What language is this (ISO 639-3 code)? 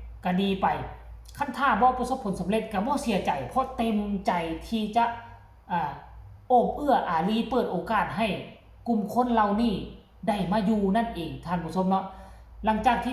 tts